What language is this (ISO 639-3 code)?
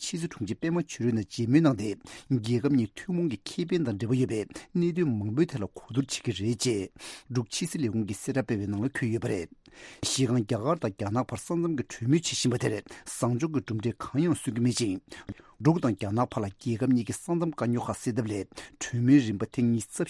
bod